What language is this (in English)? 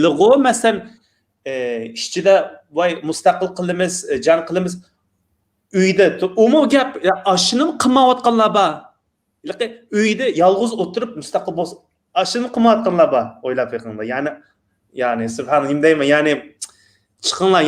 Uyghur